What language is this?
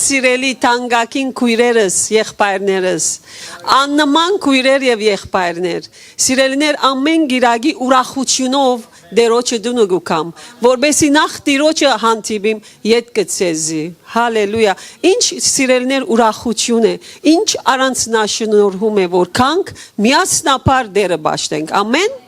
Western Armenian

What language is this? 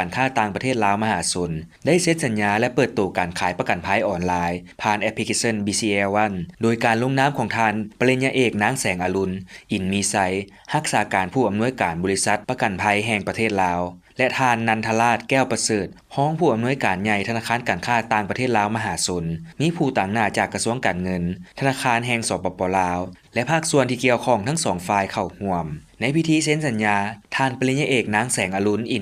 Lao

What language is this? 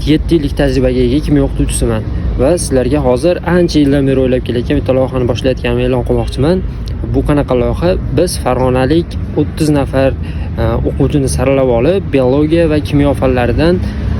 Uzbek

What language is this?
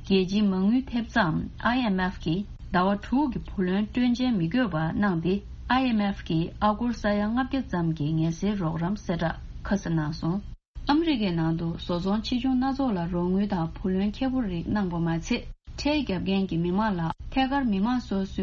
Tibetan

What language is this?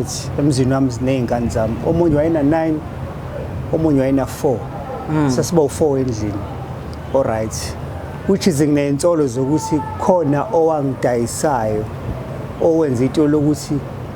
Zulu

